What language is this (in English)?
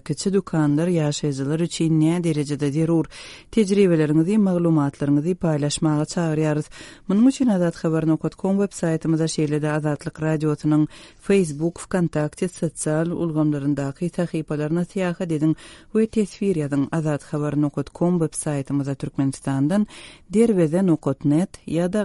Turkmen